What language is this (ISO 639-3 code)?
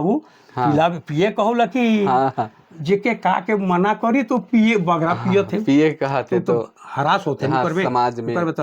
sck